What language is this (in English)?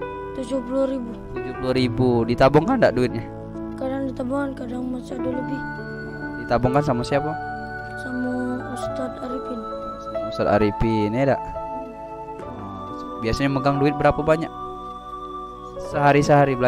Indonesian